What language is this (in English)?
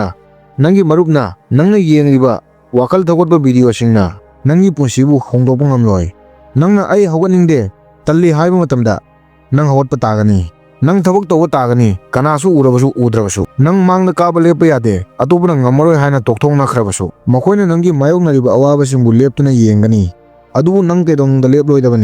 Manipuri